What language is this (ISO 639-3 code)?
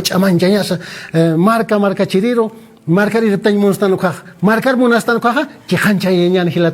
aym